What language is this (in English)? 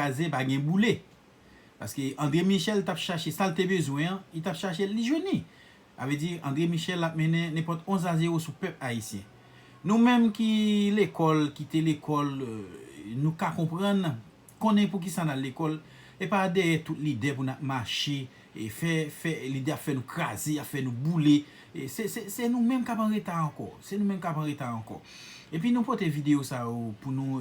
Haitian Creole